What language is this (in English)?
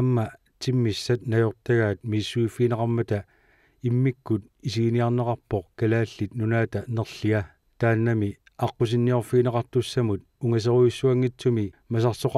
Kalaallisut